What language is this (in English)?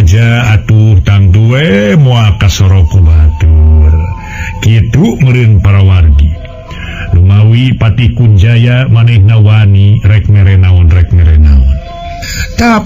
Sundanese